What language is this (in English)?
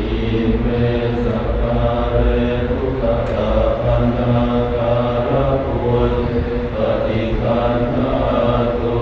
Pali